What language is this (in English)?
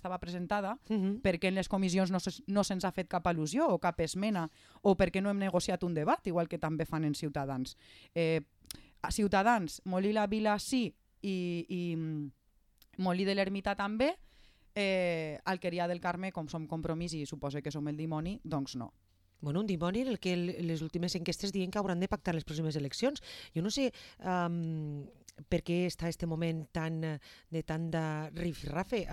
Catalan